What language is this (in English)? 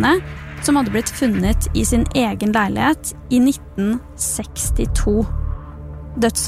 Norwegian